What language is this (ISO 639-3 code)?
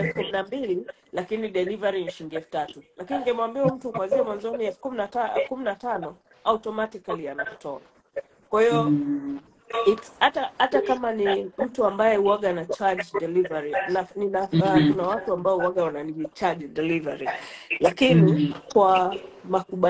swa